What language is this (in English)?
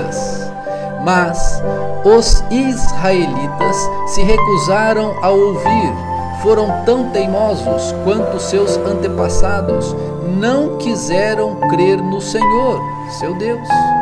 Portuguese